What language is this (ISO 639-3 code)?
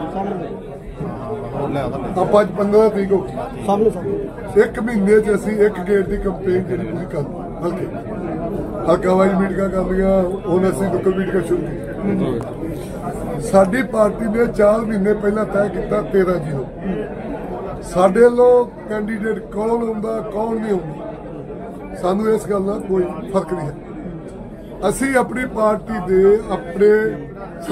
pan